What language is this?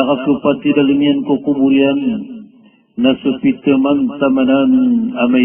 Maranao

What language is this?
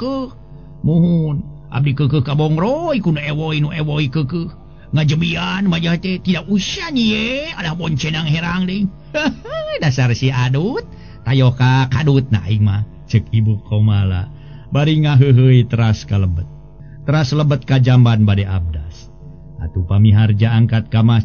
Sundanese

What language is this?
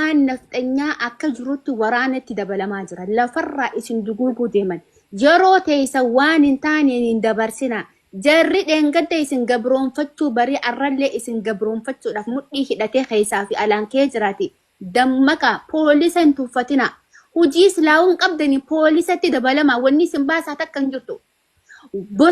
Oromo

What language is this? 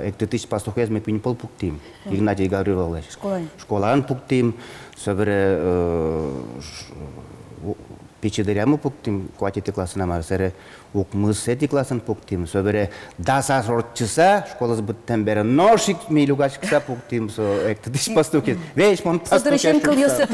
Udmurt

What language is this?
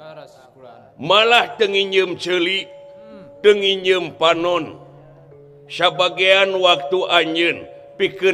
Sundanese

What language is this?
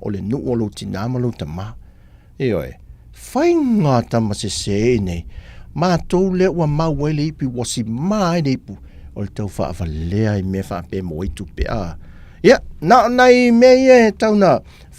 Samoan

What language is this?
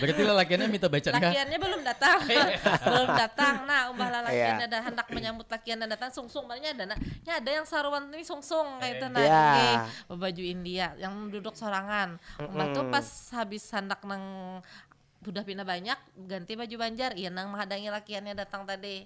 Banjar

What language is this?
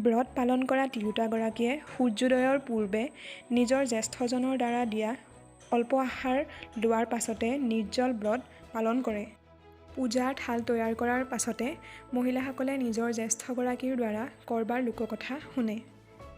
Assamese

